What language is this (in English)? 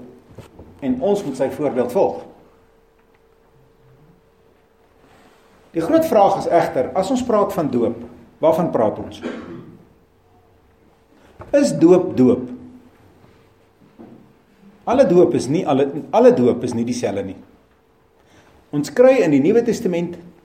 Afrikaans